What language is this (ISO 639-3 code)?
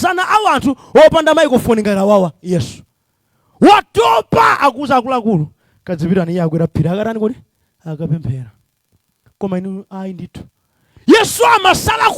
nya